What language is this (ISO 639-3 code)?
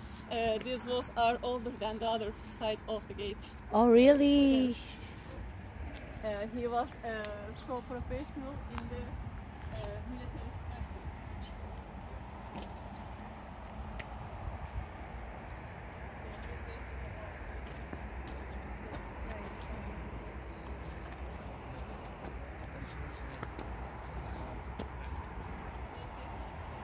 eng